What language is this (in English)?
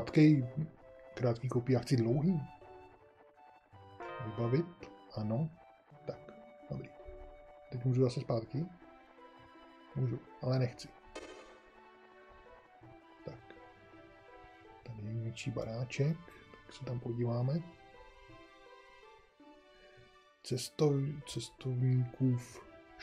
Czech